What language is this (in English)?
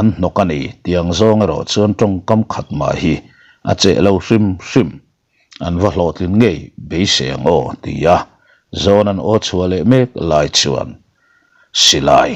Mizo